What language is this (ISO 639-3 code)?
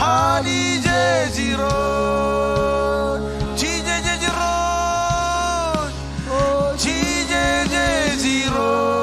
mah